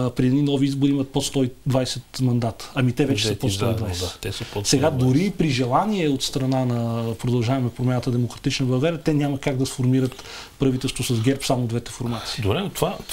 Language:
Bulgarian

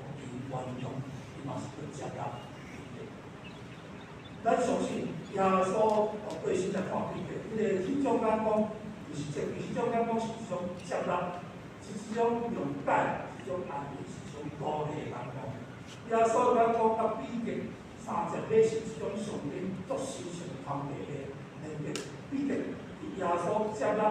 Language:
Min Nan Chinese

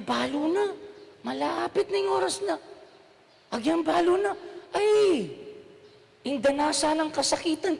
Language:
Pampanga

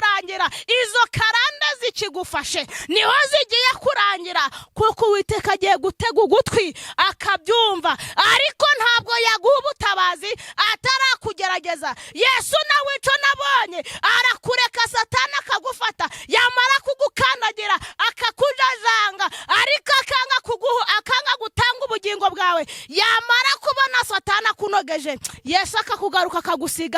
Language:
Kinyarwanda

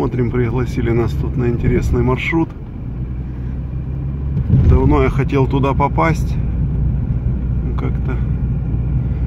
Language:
Russian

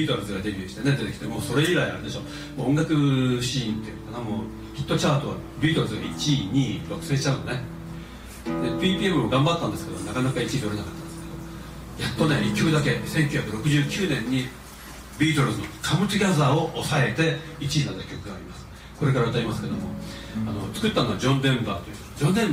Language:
Japanese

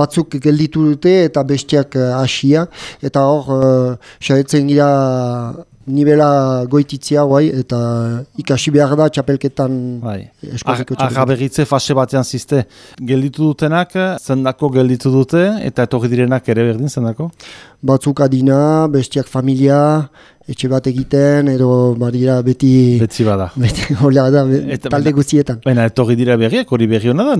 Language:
Basque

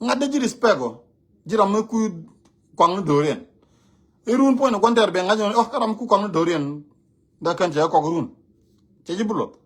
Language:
Nuer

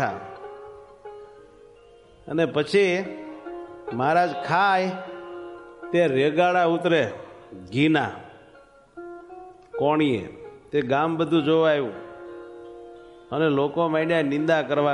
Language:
Gujarati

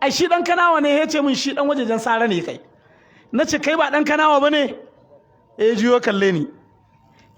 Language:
Hausa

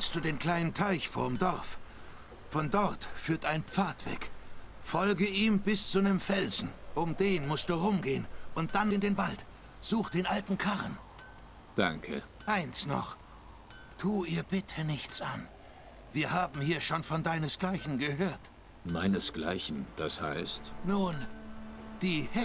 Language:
Swiss German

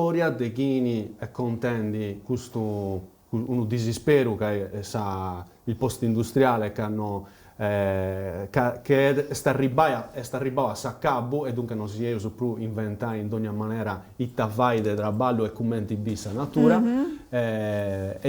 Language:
Sardinian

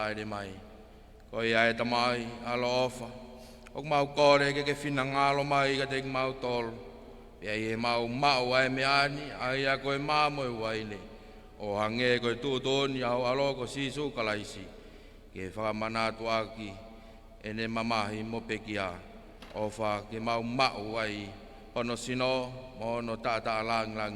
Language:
Tongan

